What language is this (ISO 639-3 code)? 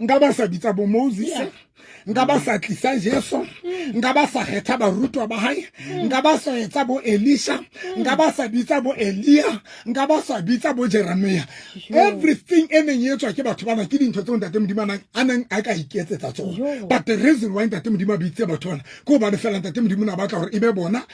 sot